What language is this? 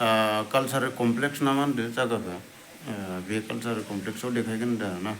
Bodo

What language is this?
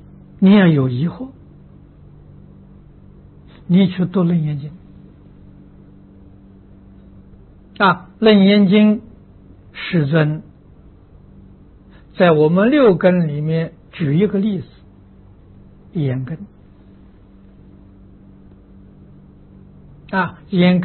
Chinese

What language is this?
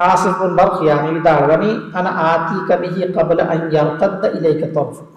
Divehi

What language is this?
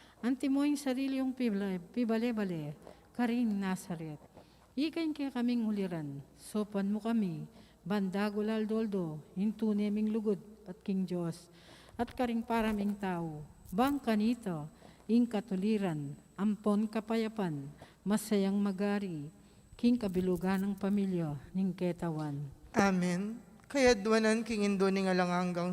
Pampanga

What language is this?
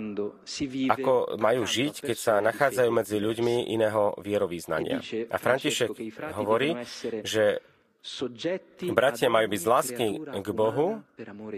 Slovak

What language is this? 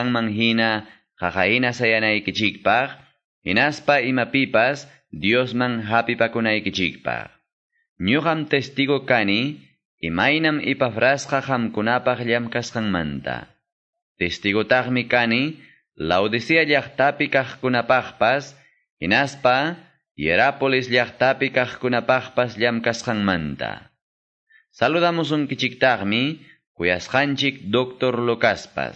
Quechua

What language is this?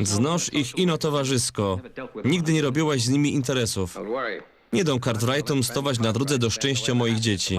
Silesian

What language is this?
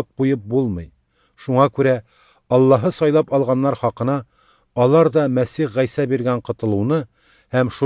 Tatar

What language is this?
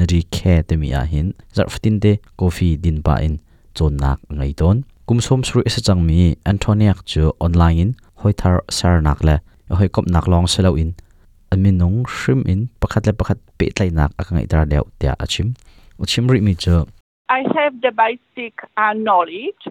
Hakha Chin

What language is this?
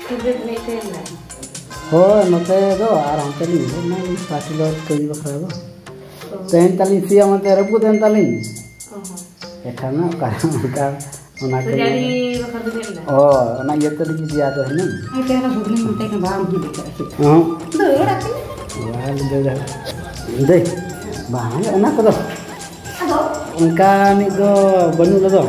Santali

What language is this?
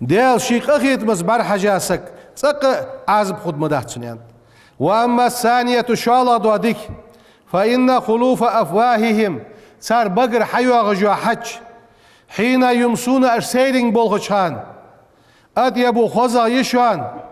Ingush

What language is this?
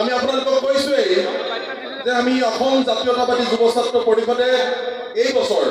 Assamese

